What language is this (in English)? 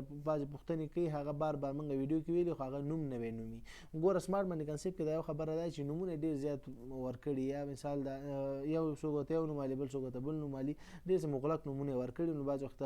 Pashto